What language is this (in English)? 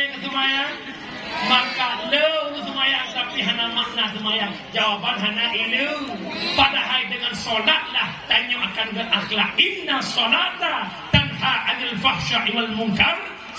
Achinese